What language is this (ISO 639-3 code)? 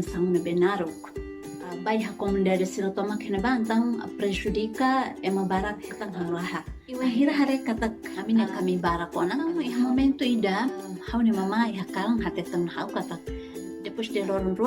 tet